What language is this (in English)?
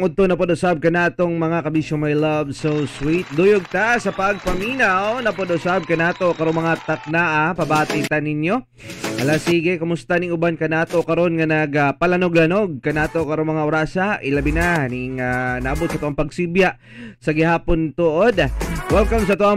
Cebuano